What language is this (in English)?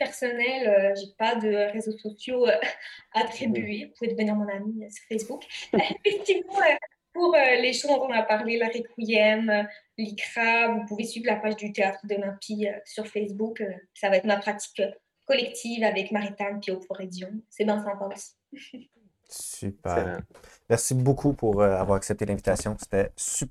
French